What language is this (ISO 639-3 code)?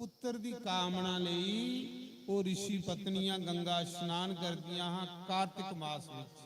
doi